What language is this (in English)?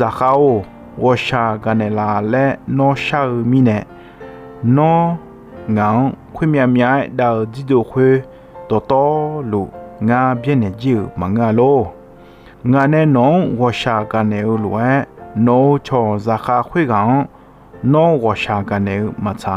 Akha